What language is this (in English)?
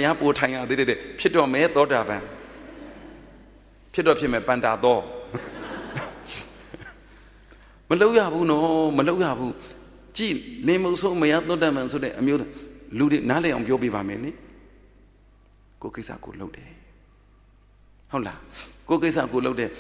Burmese